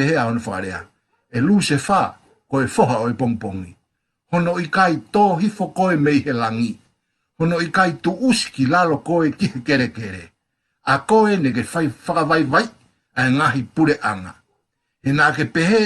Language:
Tongan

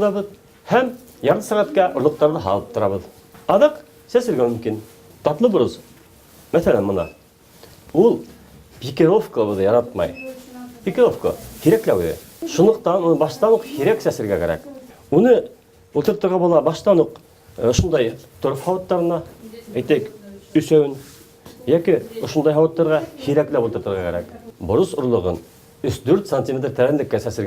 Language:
Bashkir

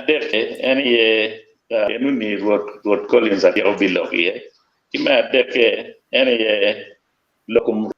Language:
Acoli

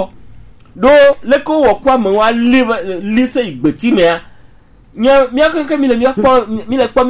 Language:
Gen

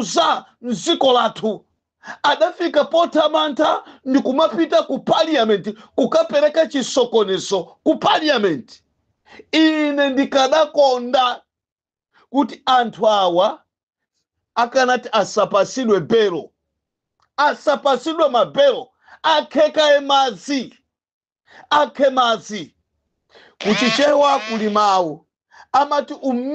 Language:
Nyanja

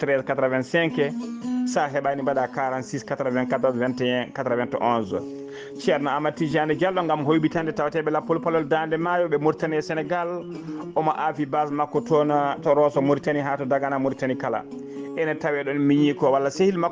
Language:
Fula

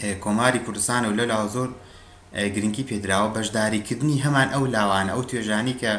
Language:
Central Kurdish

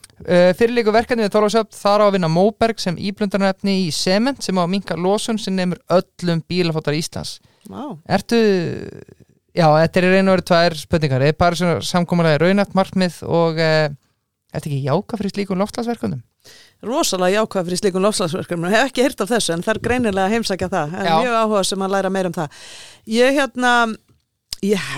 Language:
Icelandic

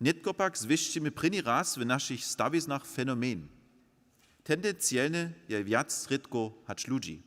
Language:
Upper Sorbian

